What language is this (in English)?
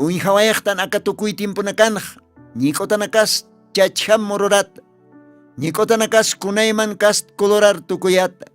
Aymara